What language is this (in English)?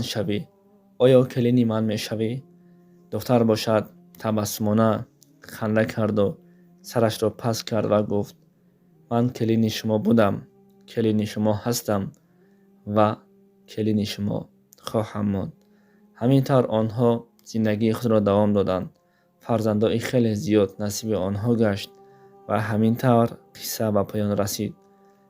Tajik